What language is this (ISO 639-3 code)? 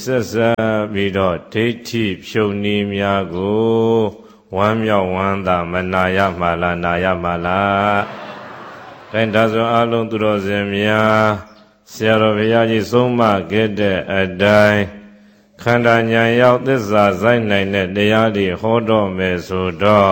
mya